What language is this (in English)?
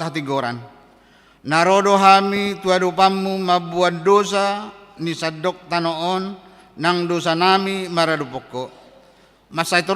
Batak Toba